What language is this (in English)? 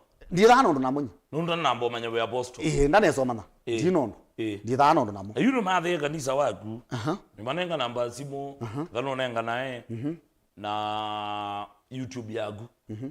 Kamba